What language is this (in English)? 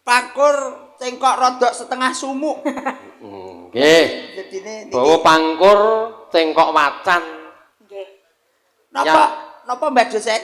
Javanese